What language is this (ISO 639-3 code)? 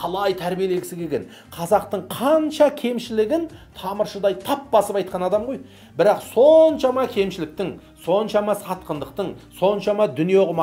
kaz